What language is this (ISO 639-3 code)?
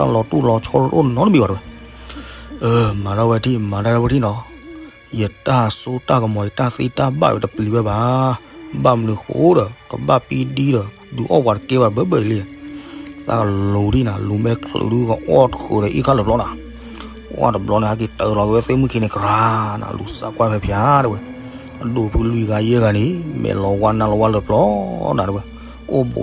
ksw